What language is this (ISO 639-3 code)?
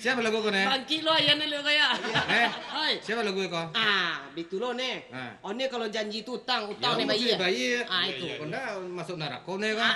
min